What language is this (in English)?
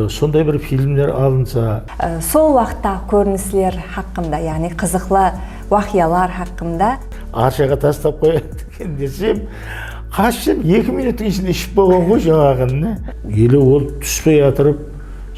Kara-Kalpak